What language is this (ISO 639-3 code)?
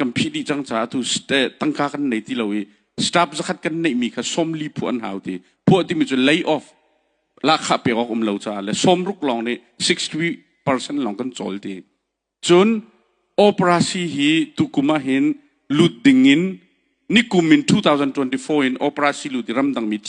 cnh